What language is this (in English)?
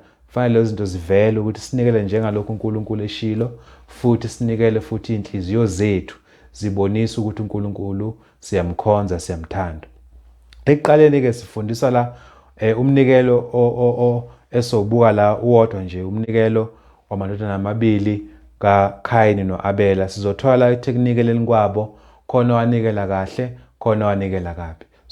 Zulu